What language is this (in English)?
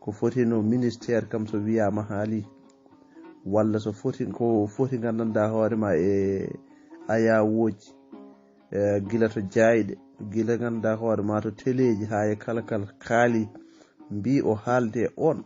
Fula